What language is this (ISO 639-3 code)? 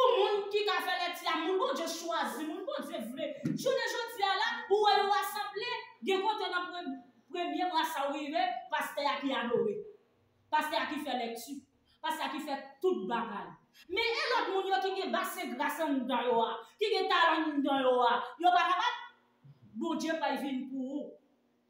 hat